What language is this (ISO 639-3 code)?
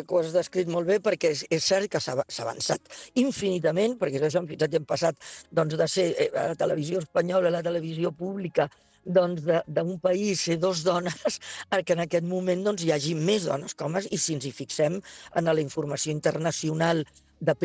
cat